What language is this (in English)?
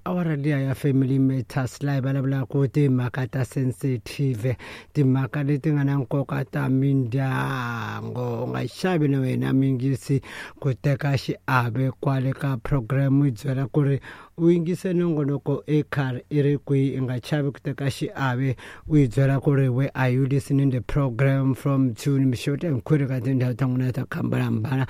Tsonga